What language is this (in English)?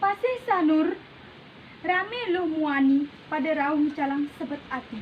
Balinese